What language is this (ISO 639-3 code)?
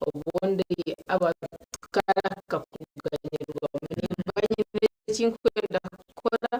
nyn